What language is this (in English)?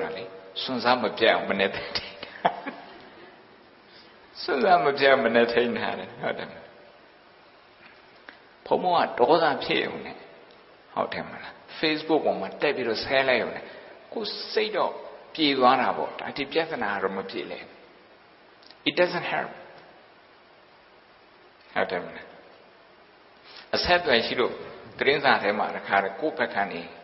Burmese